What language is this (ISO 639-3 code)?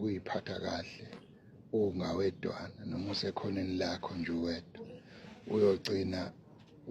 zul